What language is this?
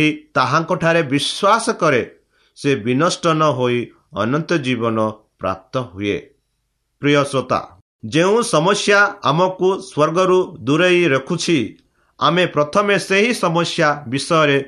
Odia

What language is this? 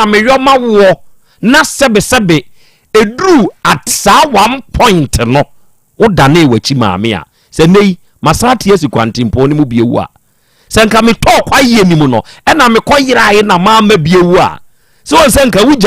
Akan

